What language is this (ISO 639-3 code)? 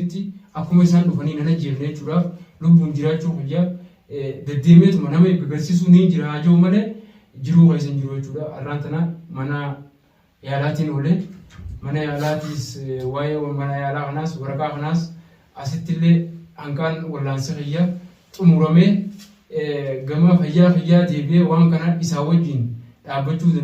orm